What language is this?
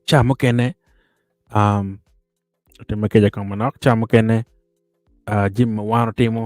Acoli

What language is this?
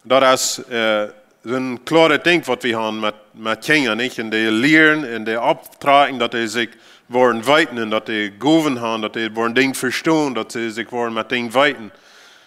Plautdietsch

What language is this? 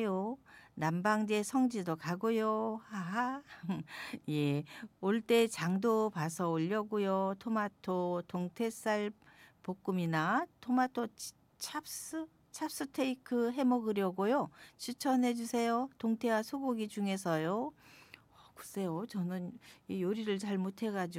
Korean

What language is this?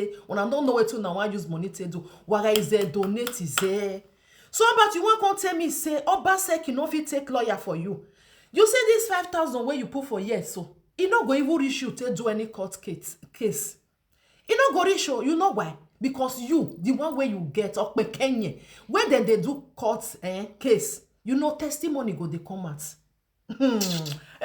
Nigerian Pidgin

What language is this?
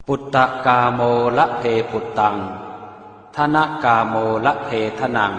Pali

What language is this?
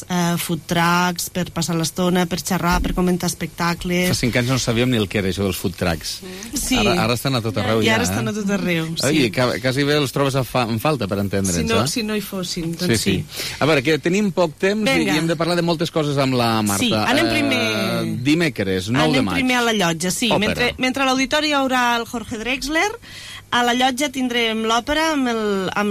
Catalan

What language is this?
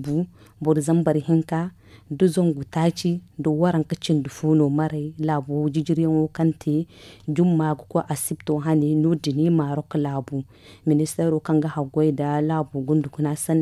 Zarma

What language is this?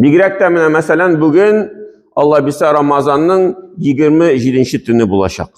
Tatar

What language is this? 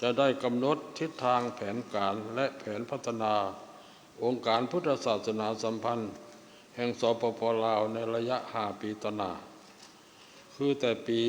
Lao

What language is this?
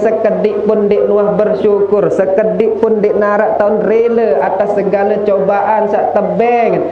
Sasak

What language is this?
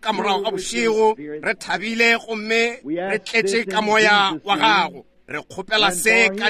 Northern Sotho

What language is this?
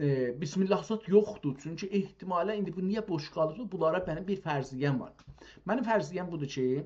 South Azerbaijani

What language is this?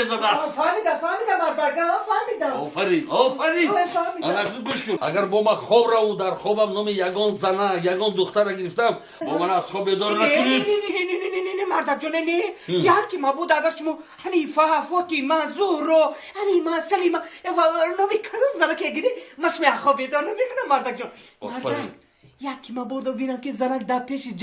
Tajik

